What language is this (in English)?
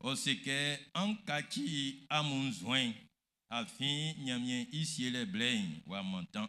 Baoulé